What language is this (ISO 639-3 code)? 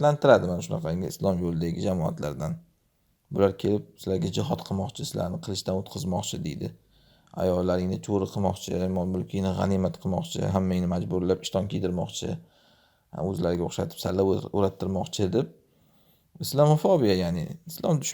uzb